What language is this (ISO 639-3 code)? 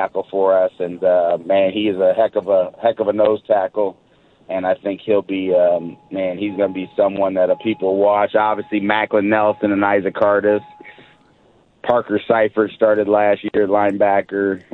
eng